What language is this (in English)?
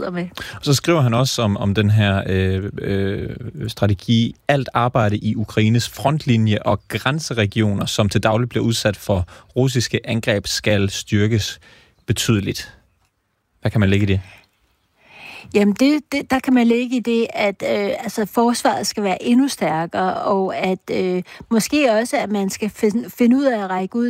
Danish